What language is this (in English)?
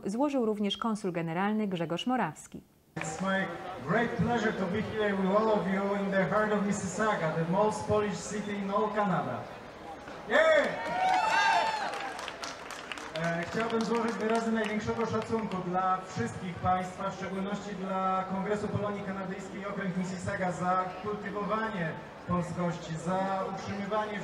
Polish